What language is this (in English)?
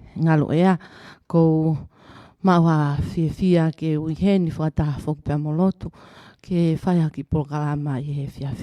Tongan